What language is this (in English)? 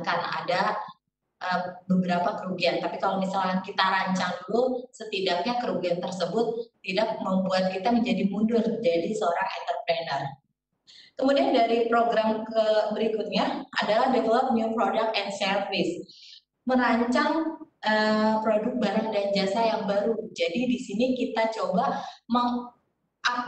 Indonesian